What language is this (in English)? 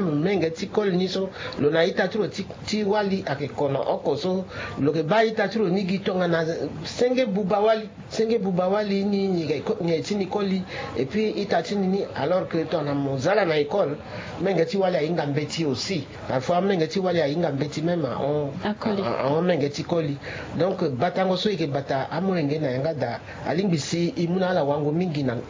Sango